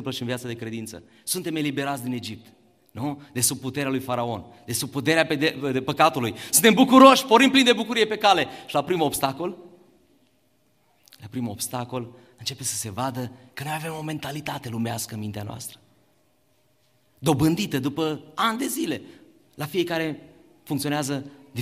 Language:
Romanian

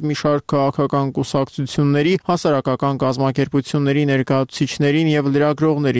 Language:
Armenian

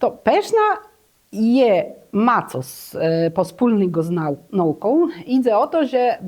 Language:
Kashubian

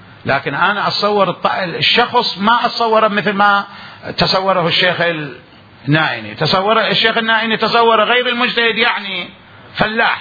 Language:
Mesopotamian Arabic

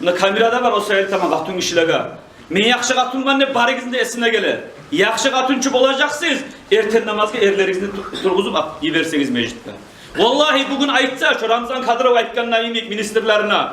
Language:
Kumyk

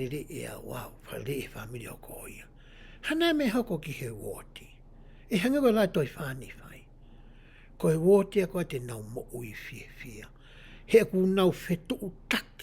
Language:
Tongan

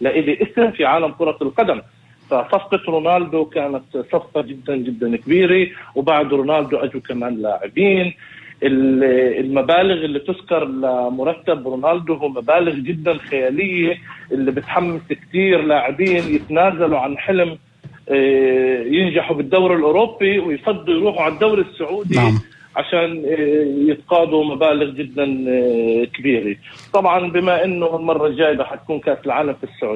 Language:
North Levantine Arabic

